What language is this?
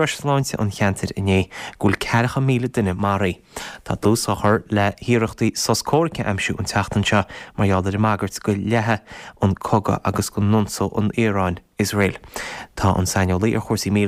Irish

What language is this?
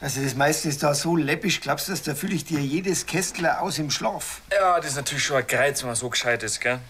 Bavarian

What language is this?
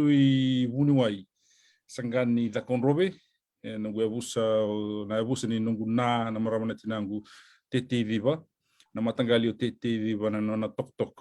Fijian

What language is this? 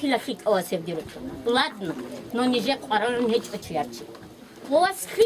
Avaric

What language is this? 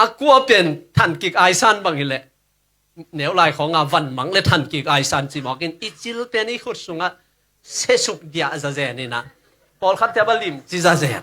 Tedim Chin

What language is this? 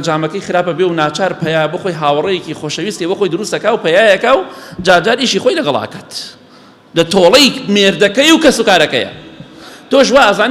Central Kurdish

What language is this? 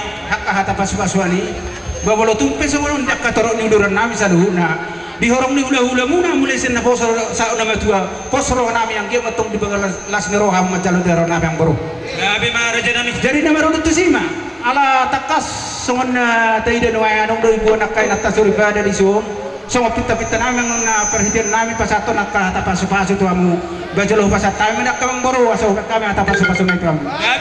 Batak Toba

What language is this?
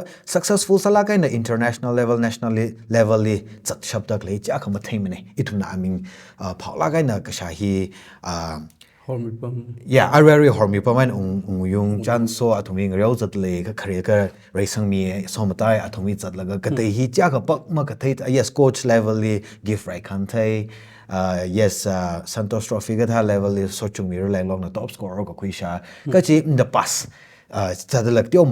Tangkhul Naga (India)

